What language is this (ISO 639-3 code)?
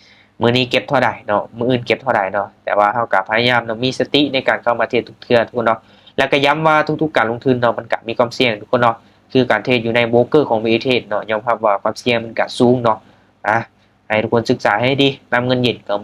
lao